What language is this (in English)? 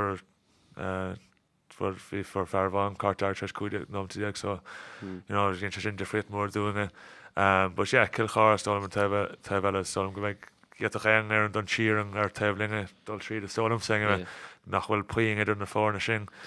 Irish